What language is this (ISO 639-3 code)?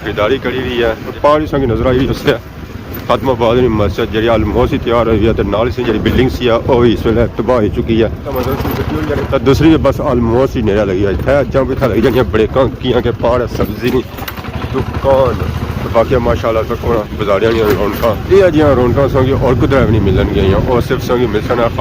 phr